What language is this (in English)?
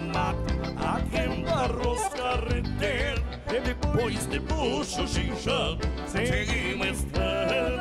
Portuguese